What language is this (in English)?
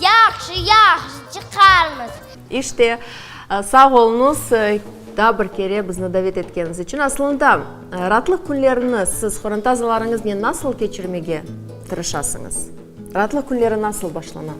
Crimean Tatar